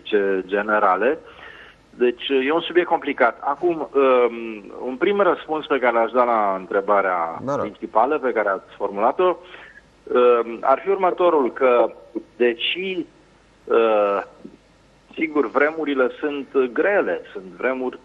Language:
Romanian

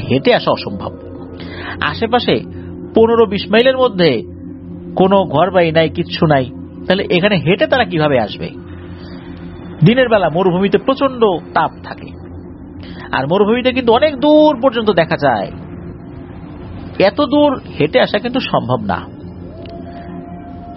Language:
Bangla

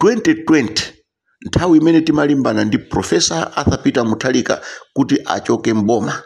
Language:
Nyanja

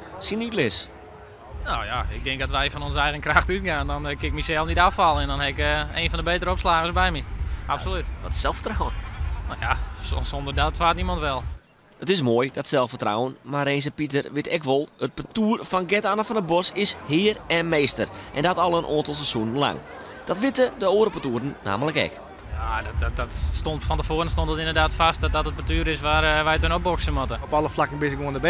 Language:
Western Frisian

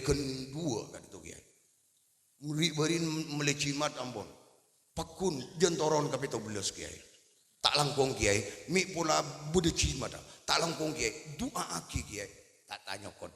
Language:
Madurese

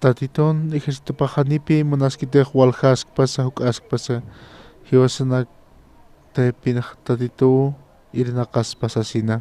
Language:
Aymara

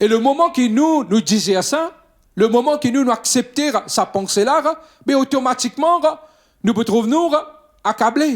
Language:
Morisyen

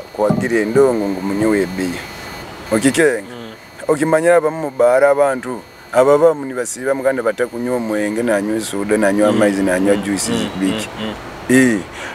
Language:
Nyoro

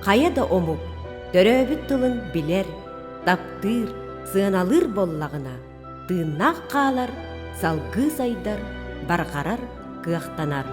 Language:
Yakut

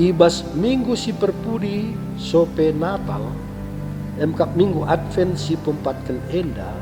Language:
Batak Karo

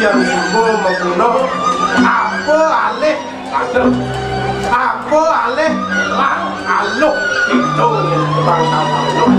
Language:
Balinese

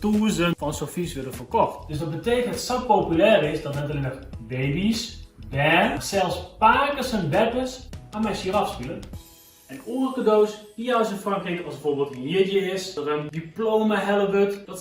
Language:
Western Frisian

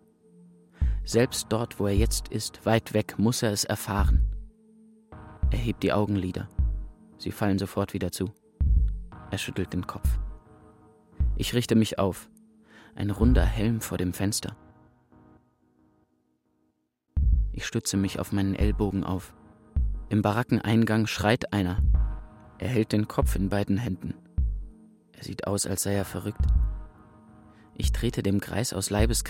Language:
German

